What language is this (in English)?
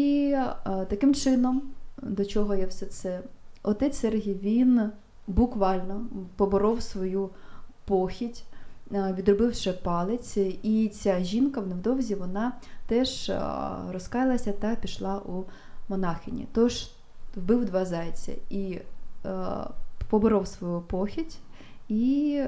Ukrainian